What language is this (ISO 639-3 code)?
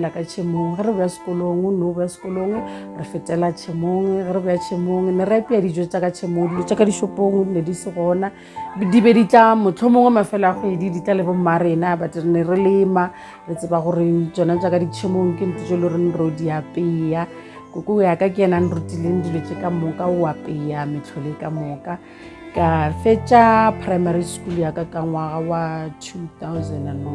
nso